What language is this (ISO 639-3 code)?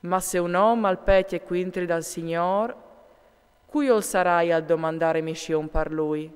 fur